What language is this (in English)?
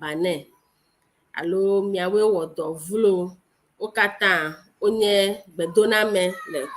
Ewe